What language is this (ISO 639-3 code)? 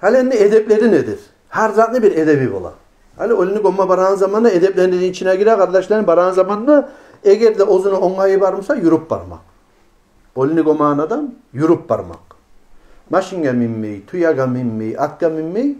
kum